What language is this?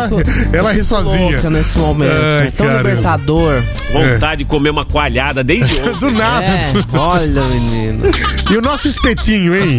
Portuguese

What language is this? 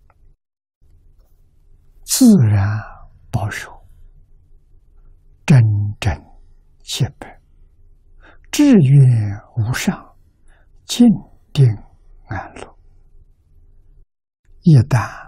Chinese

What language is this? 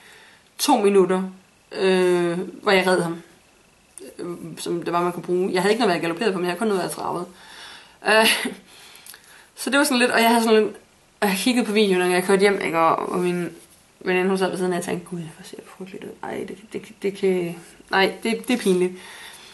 Danish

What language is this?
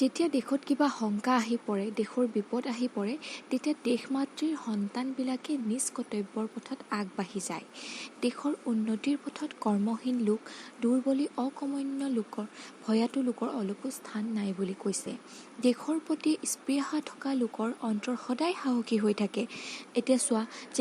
Assamese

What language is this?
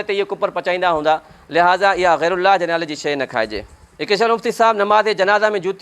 Sindhi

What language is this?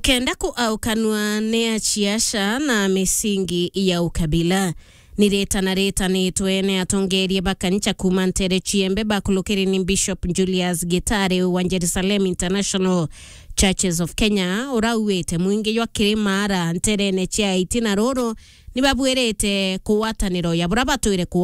Meru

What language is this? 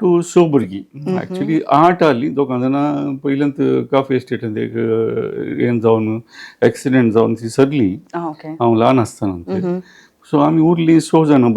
Konkani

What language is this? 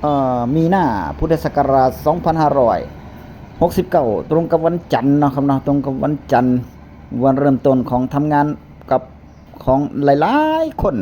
Northeastern Thai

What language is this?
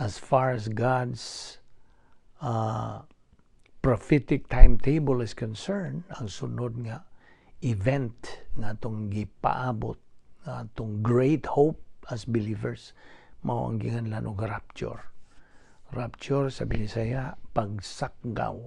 Cebuano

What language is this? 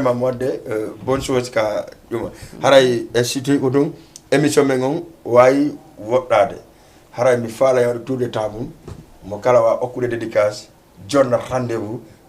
Fula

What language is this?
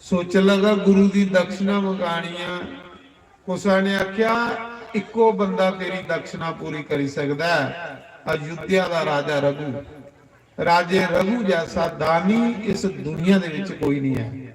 Dogri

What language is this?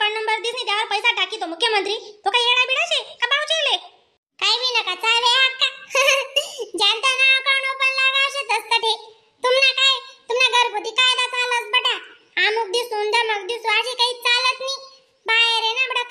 Khandesi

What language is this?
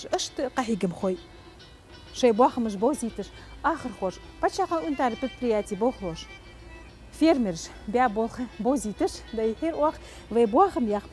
Ingush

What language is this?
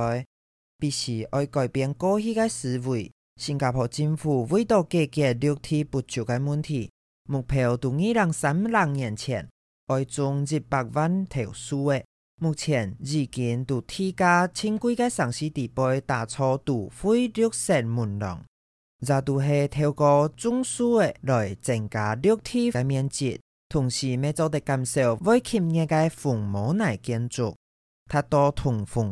Hakka Chinese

